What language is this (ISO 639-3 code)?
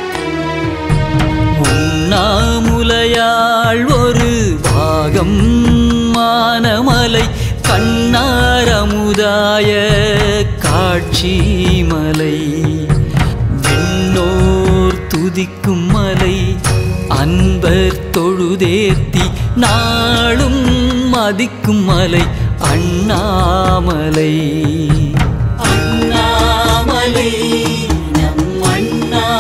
tam